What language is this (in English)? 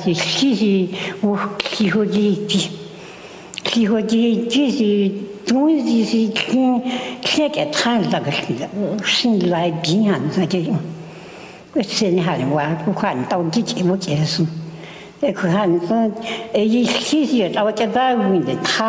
Chinese